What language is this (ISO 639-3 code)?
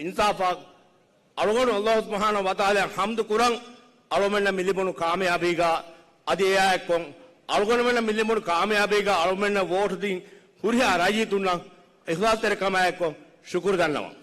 div